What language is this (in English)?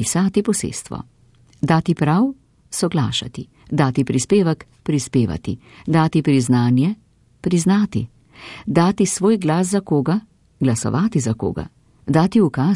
Slovenian